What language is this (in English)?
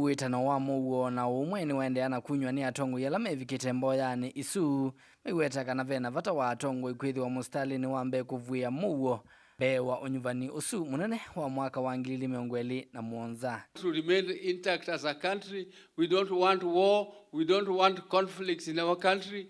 Kamba